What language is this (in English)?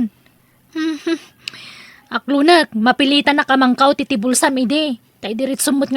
Iloko